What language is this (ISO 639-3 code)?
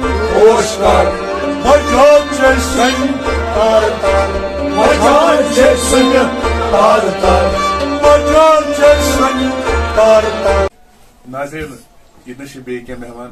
kas